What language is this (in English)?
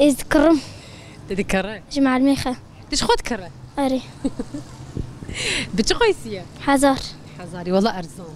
North Levantine Arabic